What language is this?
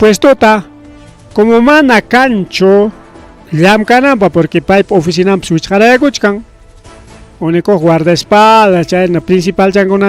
Ayacucho Quechua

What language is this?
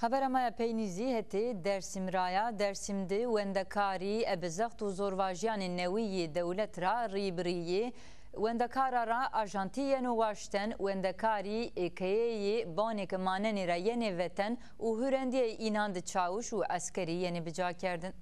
Zaza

